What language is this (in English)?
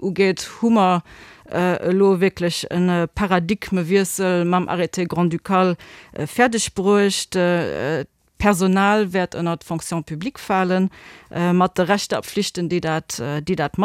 Luxembourgish